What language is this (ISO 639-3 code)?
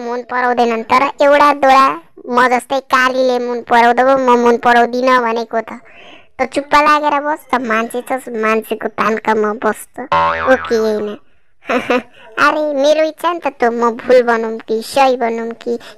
nep